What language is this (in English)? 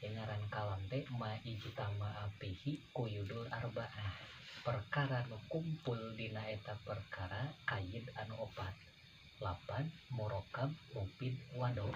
Sundanese